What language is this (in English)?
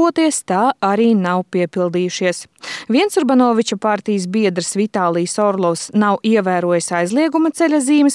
Latvian